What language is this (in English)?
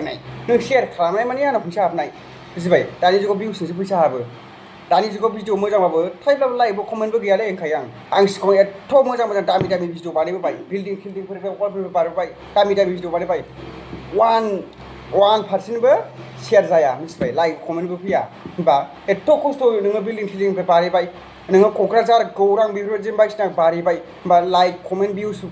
Bodo